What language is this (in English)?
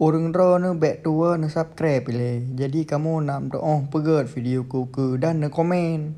Achinese